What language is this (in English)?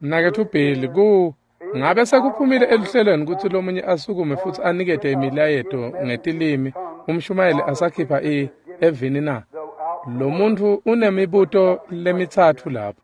Swati